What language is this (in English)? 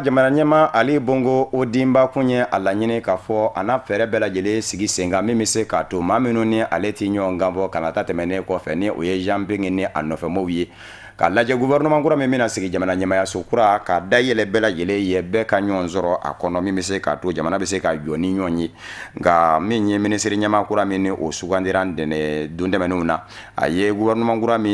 Bambara